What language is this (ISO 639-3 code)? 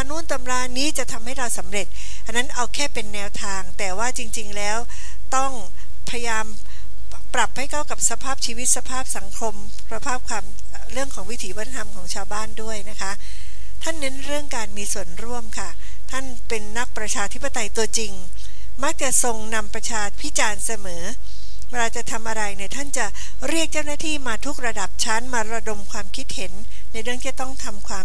tha